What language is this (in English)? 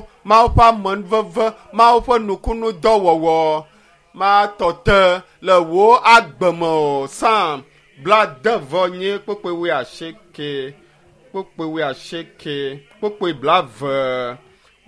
Ewe